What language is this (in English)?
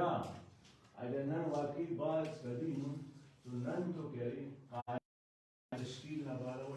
Brahui